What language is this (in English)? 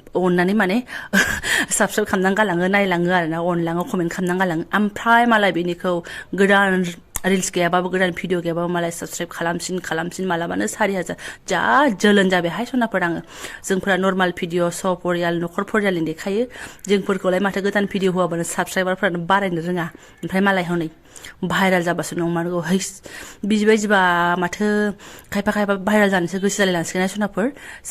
Bodo